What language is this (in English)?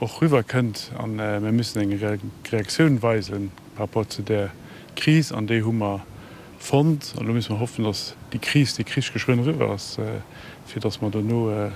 Luxembourgish